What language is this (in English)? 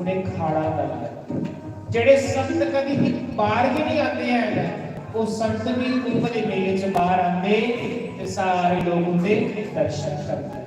Dogri